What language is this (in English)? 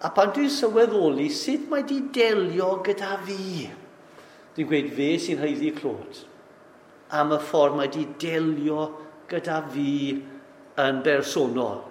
Welsh